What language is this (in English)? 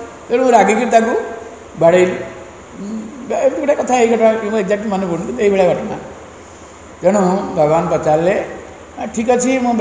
Odia